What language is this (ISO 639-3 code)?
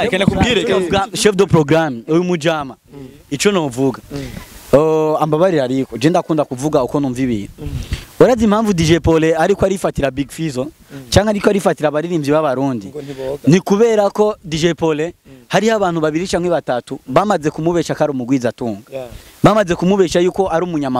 run